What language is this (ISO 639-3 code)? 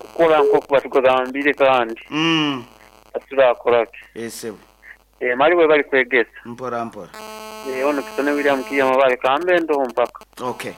nyo